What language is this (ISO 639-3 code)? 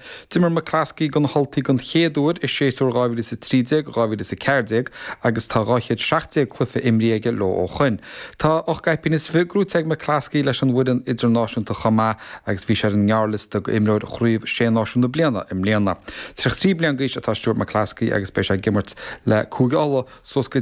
gle